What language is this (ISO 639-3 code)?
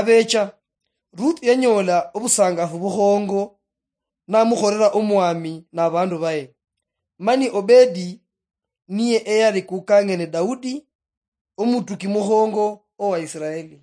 luy